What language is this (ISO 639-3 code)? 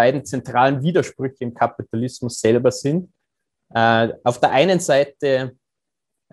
deu